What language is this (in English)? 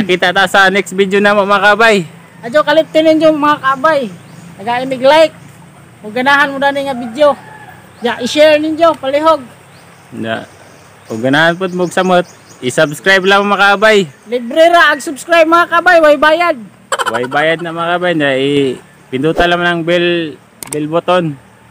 Cebuano